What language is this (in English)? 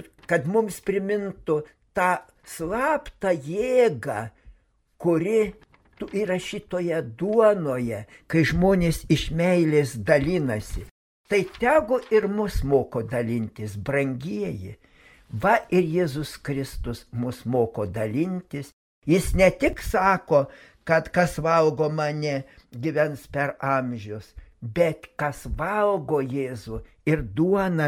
Lithuanian